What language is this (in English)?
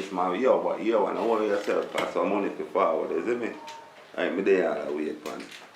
Jamaican Creole English